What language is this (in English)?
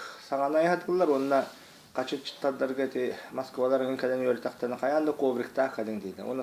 Yakut